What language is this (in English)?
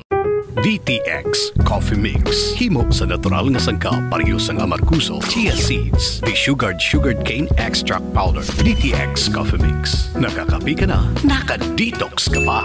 Hiligaynon